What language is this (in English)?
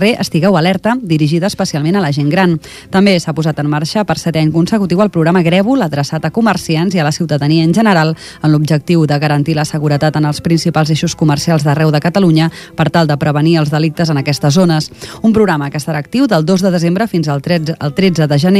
Catalan